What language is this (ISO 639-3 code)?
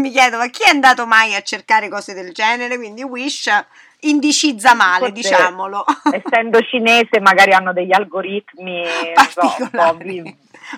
ita